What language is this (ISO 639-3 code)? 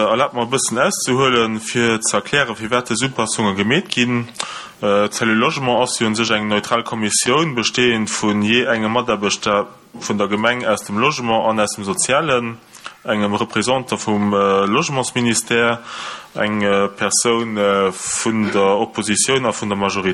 ltz